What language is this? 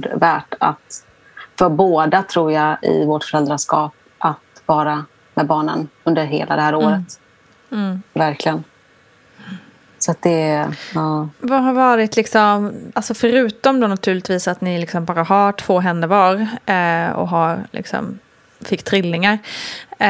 Swedish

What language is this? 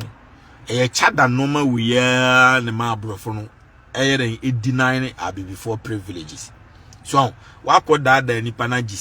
Akan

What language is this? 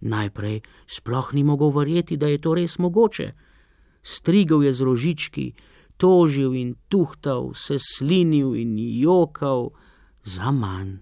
Slovenian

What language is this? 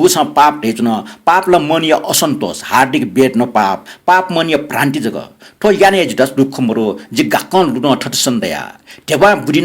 Newari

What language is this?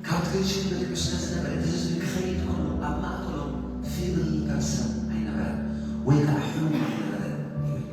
Tigrinya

